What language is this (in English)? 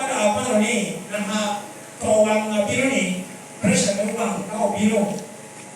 Lango (Uganda)